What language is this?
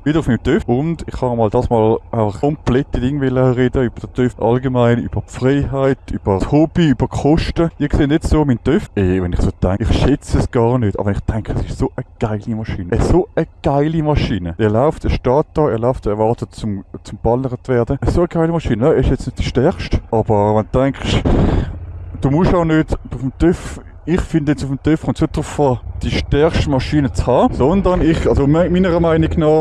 Swiss German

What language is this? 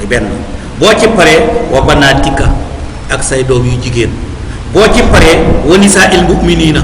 Wolof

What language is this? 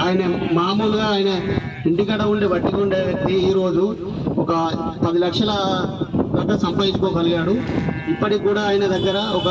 Telugu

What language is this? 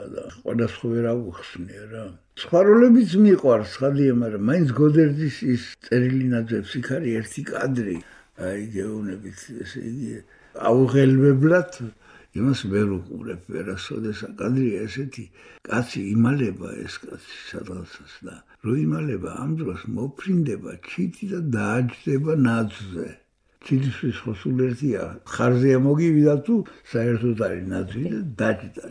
Georgian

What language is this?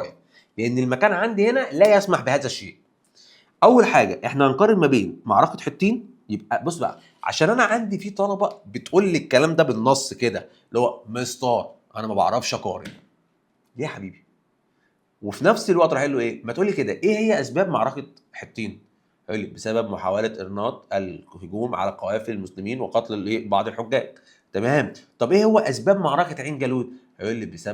Egyptian Arabic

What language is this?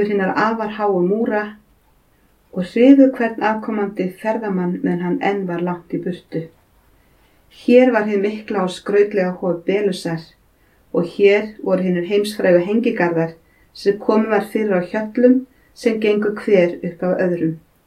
Icelandic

